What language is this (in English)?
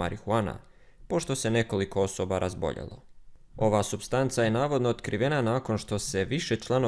Bosnian